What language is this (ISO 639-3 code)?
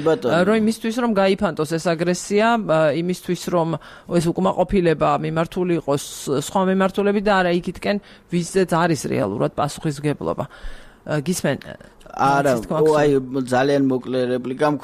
kat